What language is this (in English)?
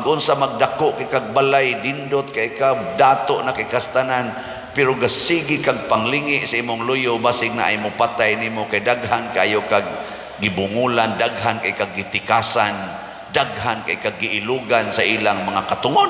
Cebuano